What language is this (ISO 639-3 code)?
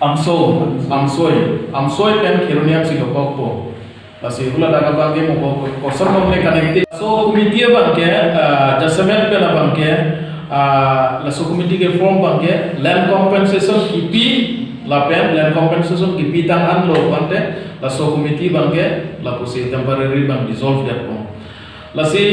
mjw